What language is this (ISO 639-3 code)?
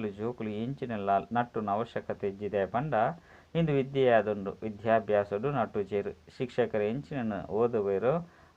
tcy